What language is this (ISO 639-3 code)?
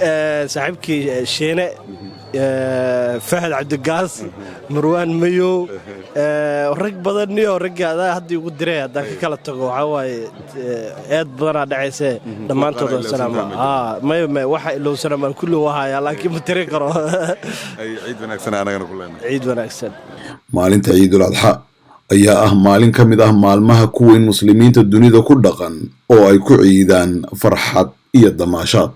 som